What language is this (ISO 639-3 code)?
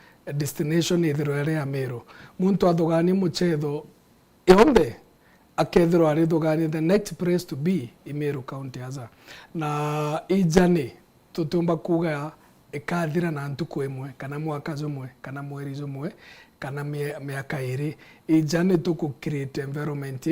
mer